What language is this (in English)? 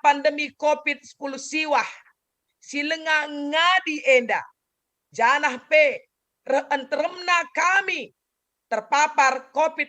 Batak Karo